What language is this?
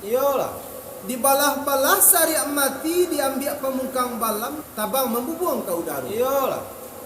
Minangkabau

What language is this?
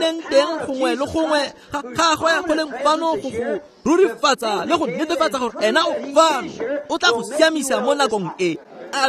Tswana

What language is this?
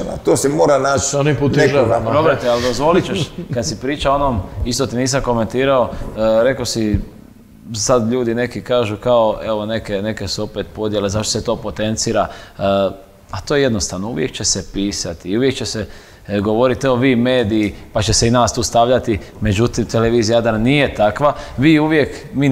Croatian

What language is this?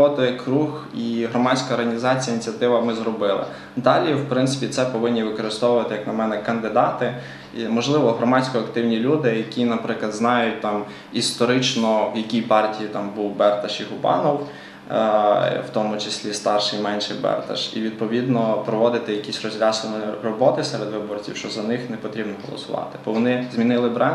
Ukrainian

